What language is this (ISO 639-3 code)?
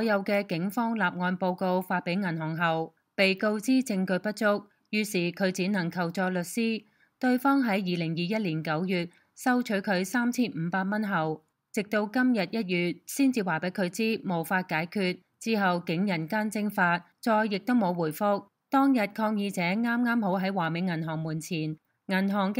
yue